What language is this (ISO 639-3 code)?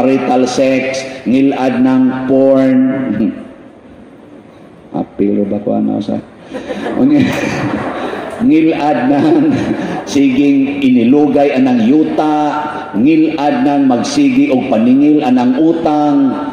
ceb